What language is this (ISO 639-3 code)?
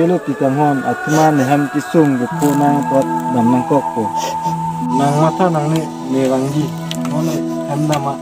mjw